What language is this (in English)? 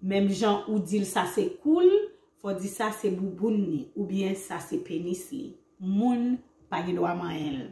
Haitian Creole